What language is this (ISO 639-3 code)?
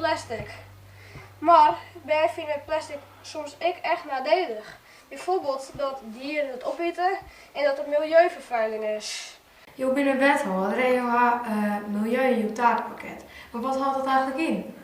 fry